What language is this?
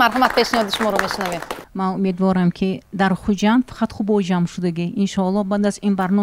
Tajik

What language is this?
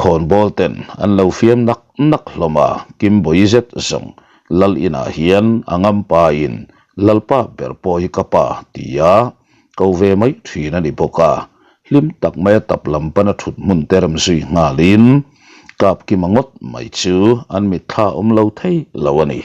Mizo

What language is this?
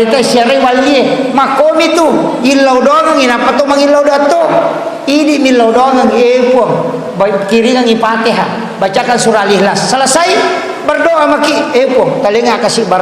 Buginese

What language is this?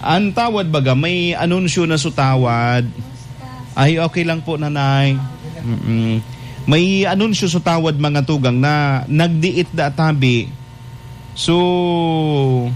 Bikol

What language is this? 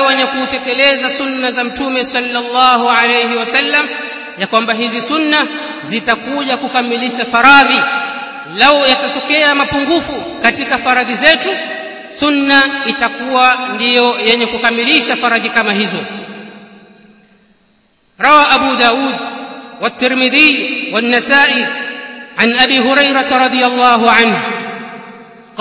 Swahili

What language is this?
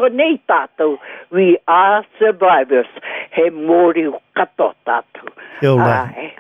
Māori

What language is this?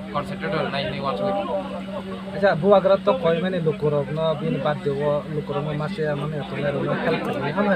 Kok Borok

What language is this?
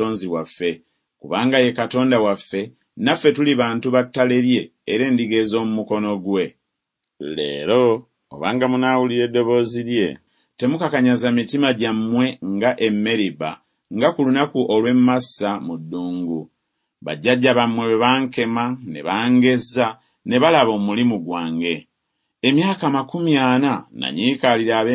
Ganda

